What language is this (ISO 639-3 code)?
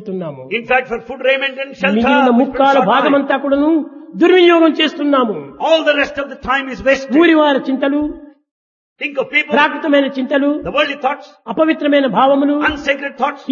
tel